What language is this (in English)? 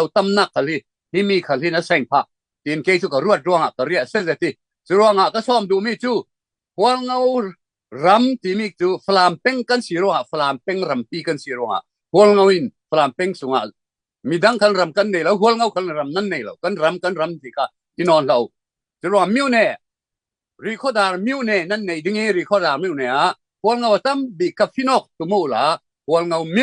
Falam Chin